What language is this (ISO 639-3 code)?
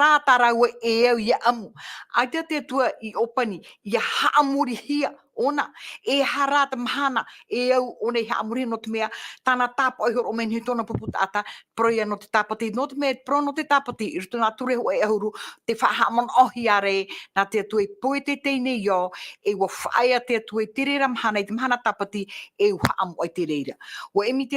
tah